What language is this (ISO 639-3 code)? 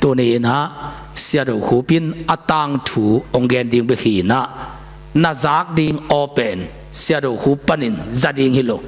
ctd